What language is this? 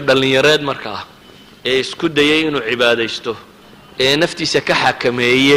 Somali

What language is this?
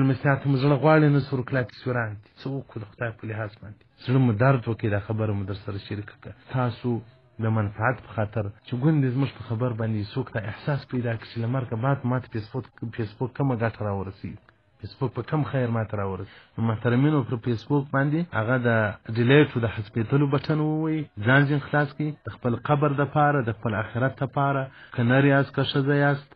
Pashto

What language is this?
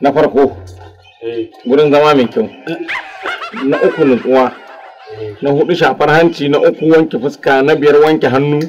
Hausa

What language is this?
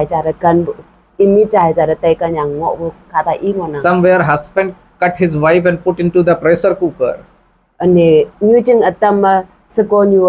Konyak Naga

